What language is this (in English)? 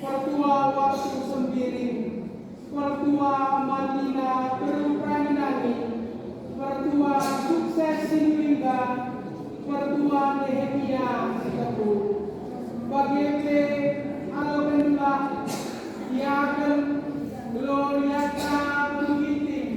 Batak Karo